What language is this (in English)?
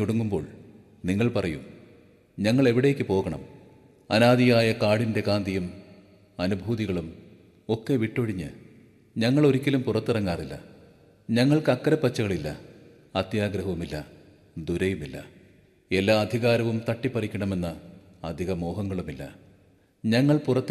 Malayalam